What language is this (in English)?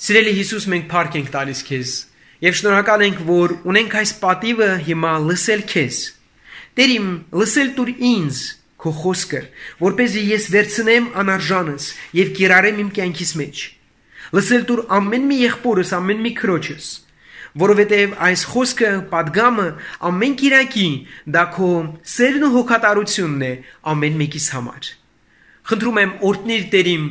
Armenian